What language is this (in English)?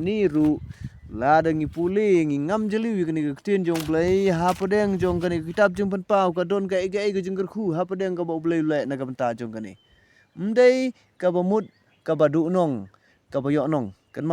Khasi